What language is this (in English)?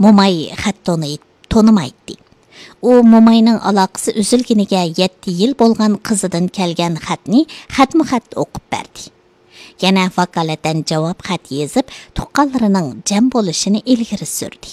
Uyghur